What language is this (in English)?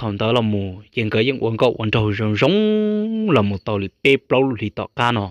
Hmong